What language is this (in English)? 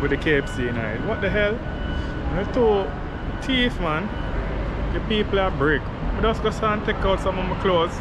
Jamaican Creole English